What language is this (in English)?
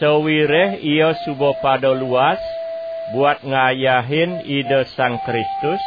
Balinese